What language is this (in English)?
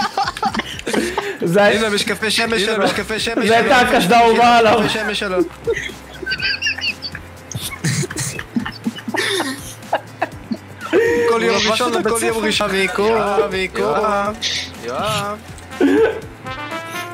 Hebrew